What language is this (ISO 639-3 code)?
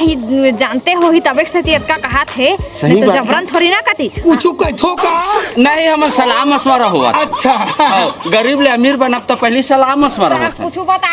hne